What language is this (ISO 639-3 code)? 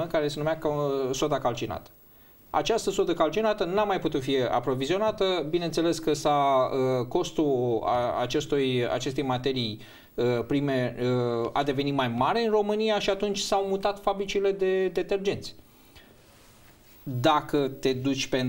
ron